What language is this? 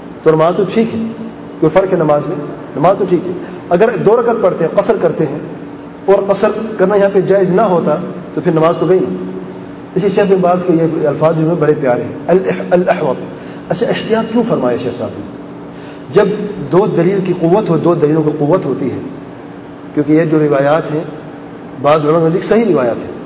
Urdu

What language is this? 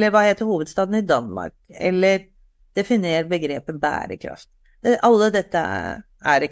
Norwegian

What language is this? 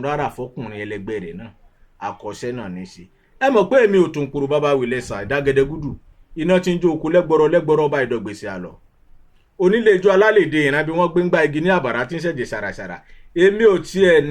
Yoruba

